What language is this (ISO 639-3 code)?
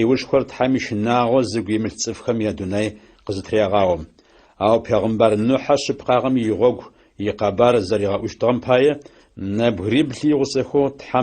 ady